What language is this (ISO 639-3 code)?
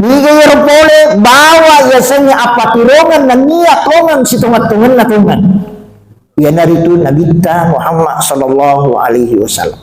bug